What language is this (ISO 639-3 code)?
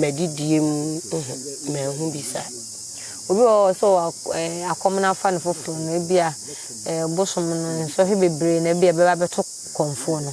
aka